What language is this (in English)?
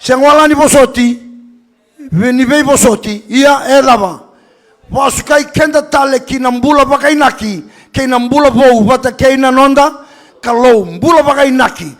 Fijian